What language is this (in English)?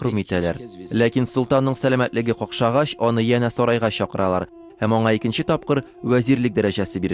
Tatar